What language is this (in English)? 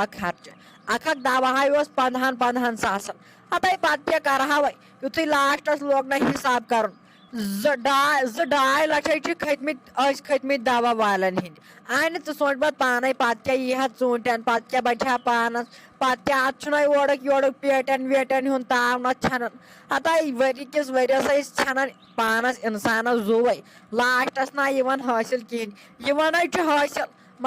Kashmiri